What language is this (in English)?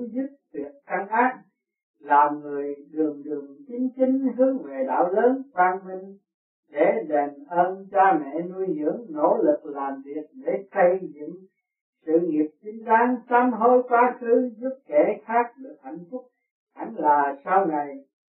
Vietnamese